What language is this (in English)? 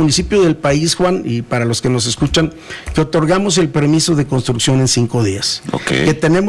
Spanish